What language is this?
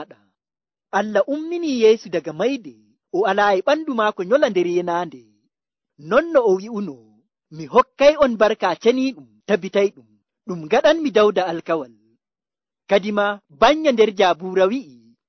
Nigerian Fulfulde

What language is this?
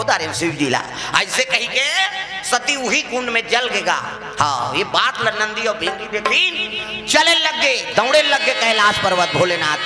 Chhattisgarhi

